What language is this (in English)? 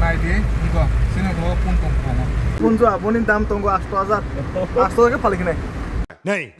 Kok Borok